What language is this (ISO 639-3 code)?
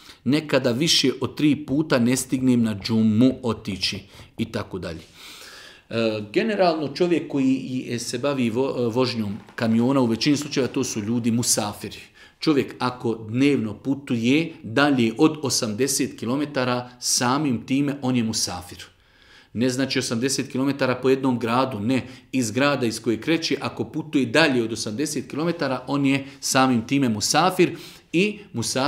bos